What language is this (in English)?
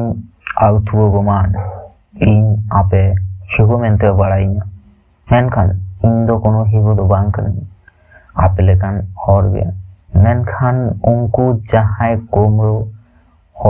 Santali